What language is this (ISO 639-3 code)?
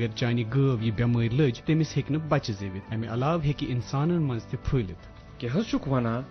kas